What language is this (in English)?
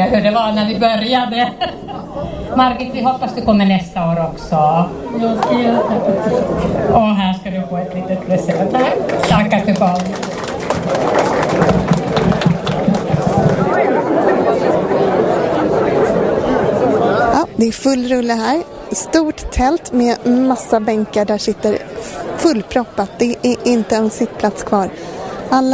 Swedish